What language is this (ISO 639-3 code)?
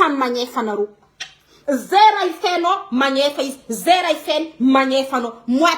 mlg